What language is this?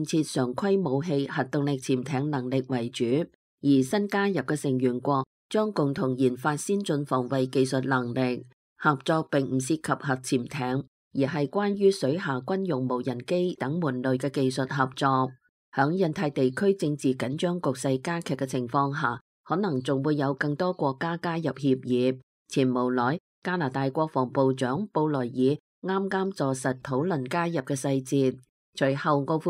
Cantonese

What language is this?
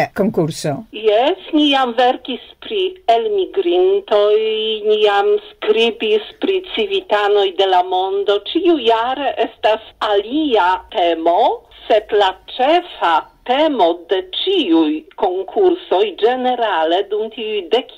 Esperanto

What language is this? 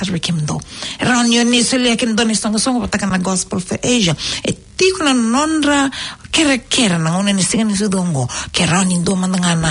Fijian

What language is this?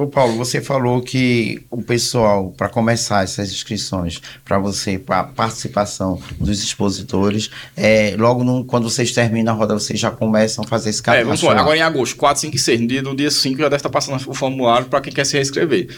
Portuguese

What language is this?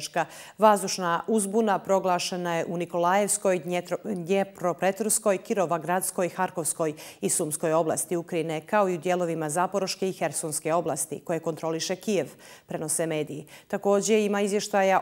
Bosnian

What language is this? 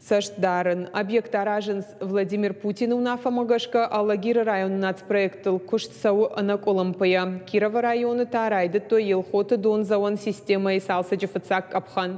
Ossetic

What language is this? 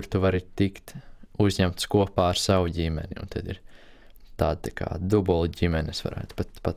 Latvian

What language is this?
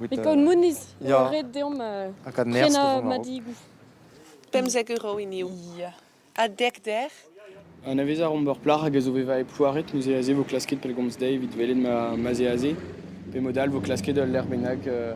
Breton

